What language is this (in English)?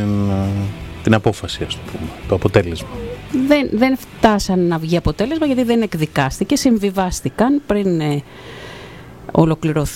Greek